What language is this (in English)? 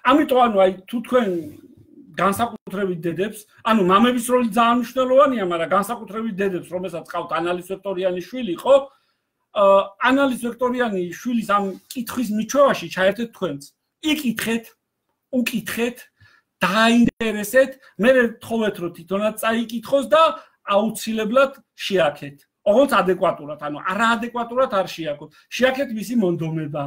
Georgian